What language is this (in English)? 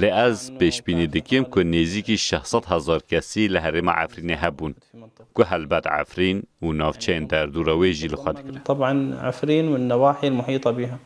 Kurdish